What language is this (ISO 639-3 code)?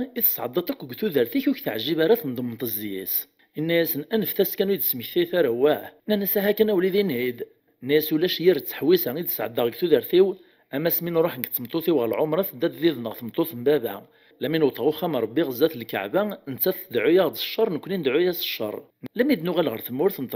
kab